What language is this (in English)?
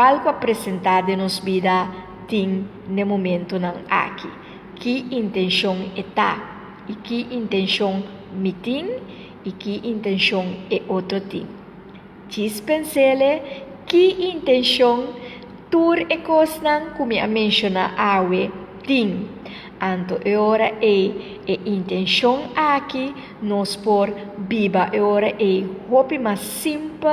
Papiamento